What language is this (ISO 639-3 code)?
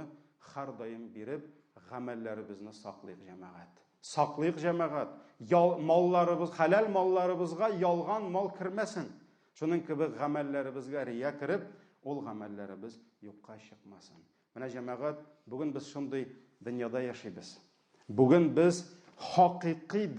tat